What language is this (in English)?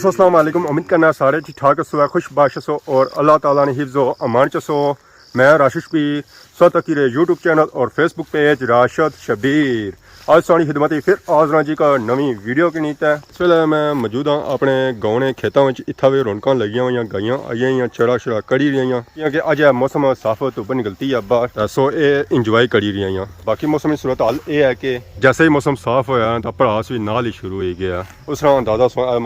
Pahari-Potwari